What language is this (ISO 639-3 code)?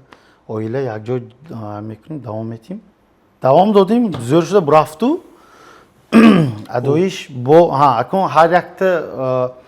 tgk